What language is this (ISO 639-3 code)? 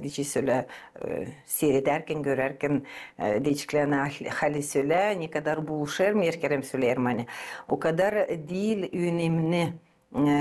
gag